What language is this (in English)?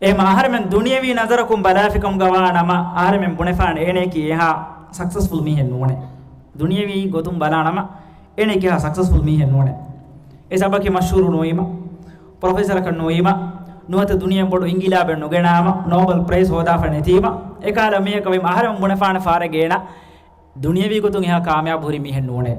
Divehi